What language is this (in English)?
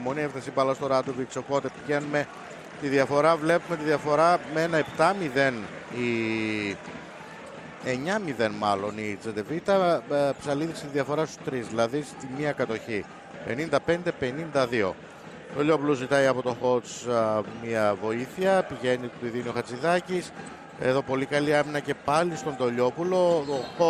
Greek